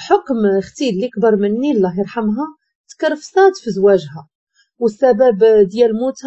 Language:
Moroccan Arabic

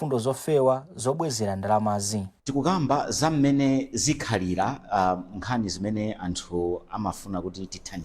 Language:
Nyanja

